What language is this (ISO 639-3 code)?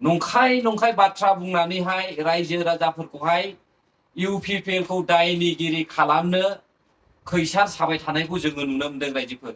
brx